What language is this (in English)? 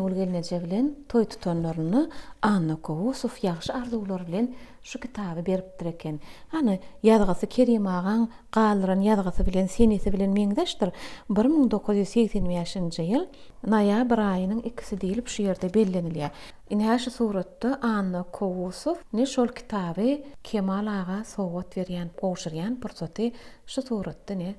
Turkmen